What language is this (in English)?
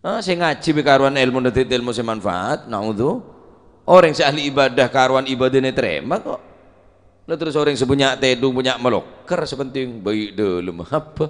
Madurese